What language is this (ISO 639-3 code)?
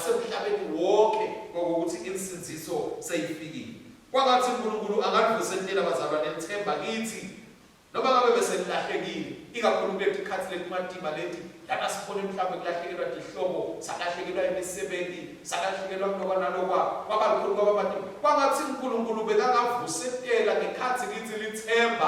ssw